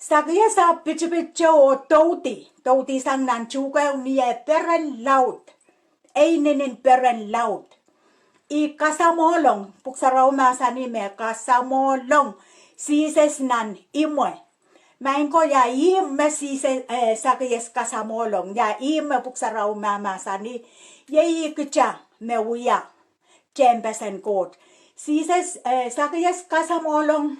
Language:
Pohnpeian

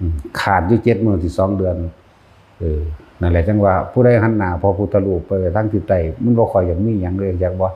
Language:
Northeastern Thai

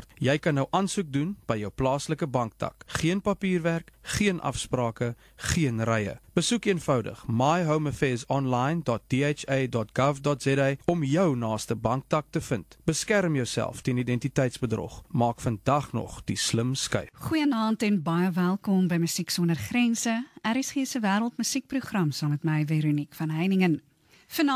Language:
Afrikaans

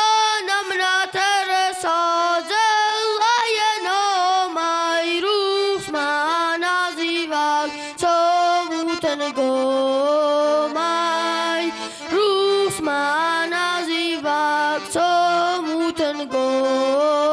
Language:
Ossetic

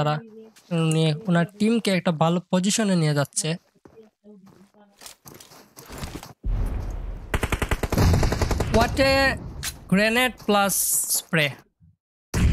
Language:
Bangla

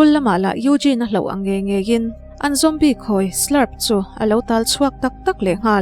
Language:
Mizo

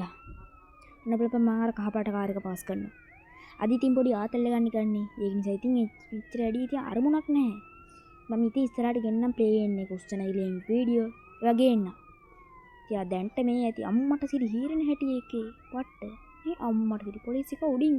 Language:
Sinhala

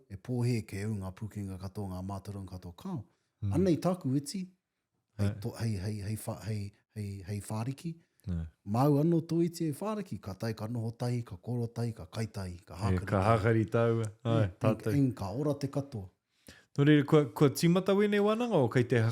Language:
Māori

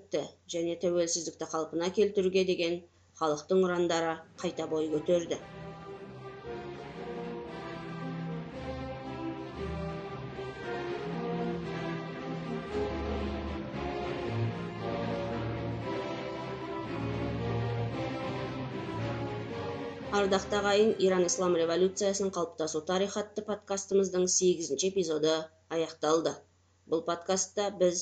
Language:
Kazakh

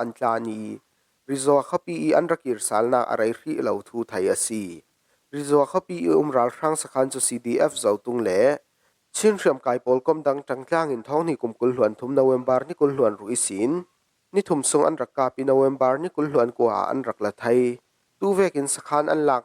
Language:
Falam Chin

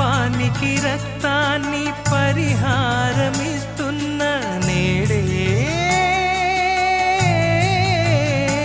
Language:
Telugu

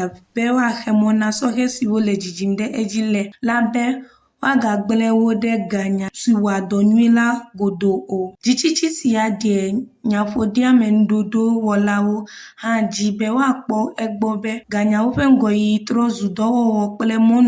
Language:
Ewe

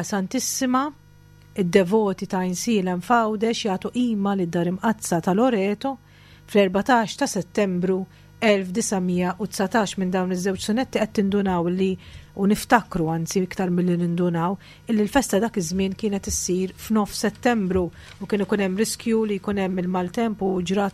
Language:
Maltese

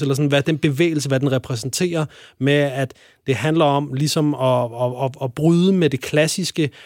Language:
Danish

